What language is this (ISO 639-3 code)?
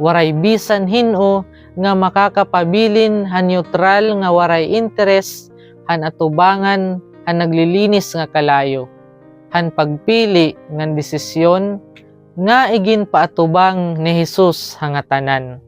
war